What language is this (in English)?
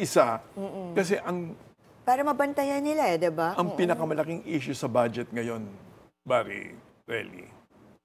Filipino